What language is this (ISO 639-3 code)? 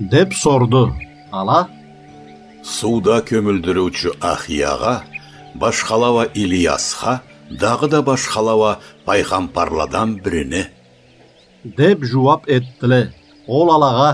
krc